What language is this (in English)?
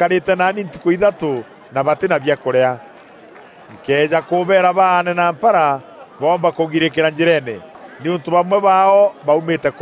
Meru